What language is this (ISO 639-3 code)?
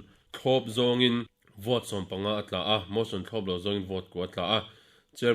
lus